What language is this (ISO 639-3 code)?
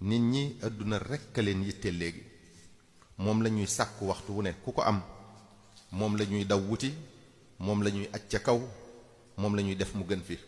wol